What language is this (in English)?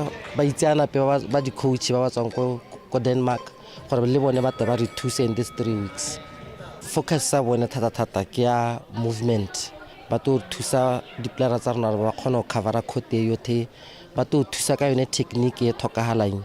Tswana